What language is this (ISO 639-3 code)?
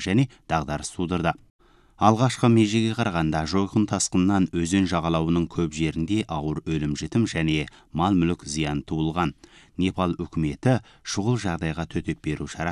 kaz